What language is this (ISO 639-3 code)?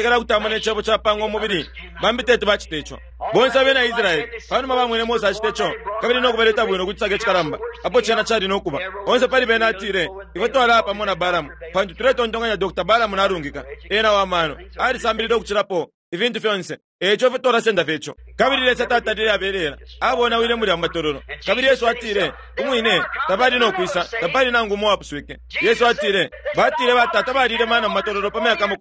bem